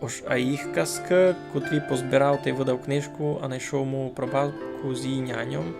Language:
Rusyn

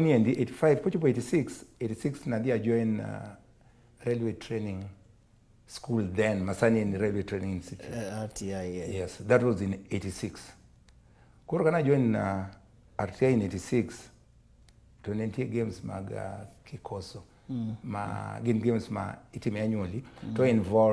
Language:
Luo (Kenya and Tanzania)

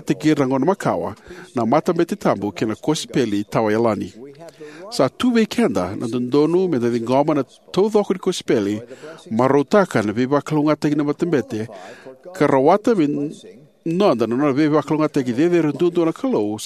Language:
Fijian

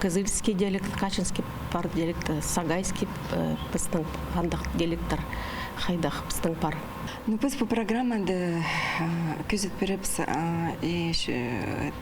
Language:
Khakas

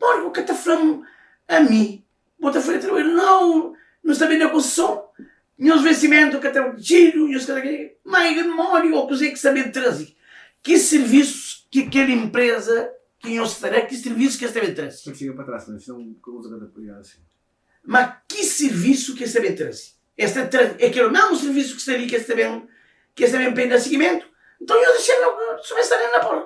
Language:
Kabuverdianu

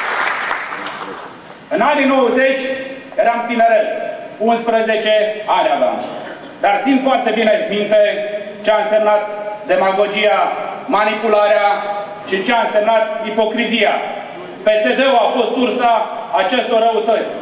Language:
Romanian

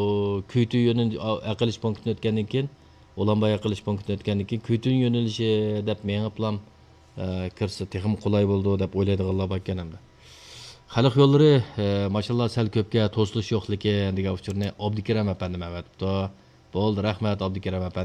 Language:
Uyghur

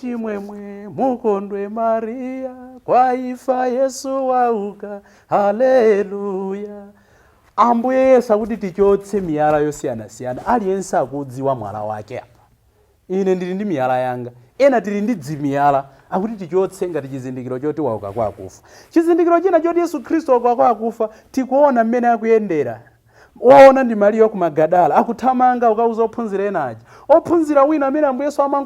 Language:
Nyanja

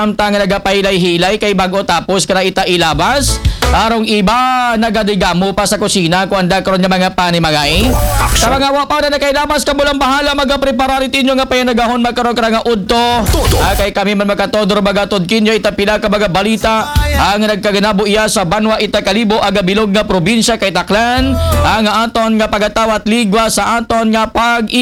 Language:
Aklanon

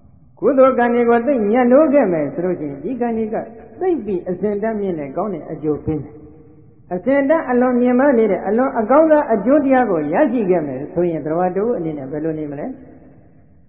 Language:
Burmese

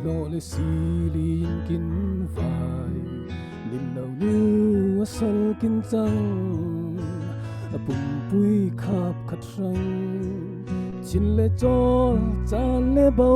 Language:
Falam Chin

